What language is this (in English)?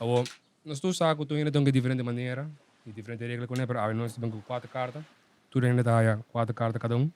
Papiamento